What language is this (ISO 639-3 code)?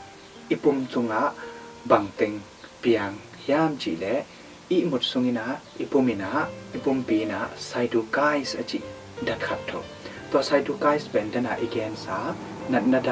ctd